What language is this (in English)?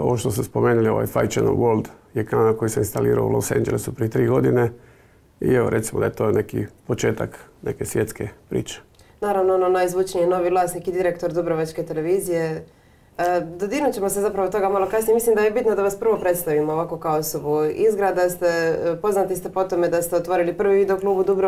Croatian